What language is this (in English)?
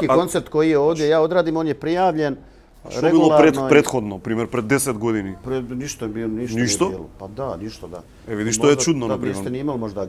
Bosnian